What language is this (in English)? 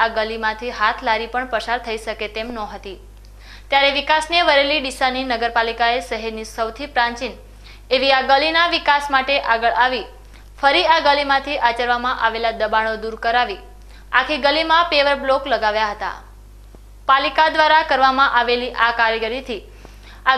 Gujarati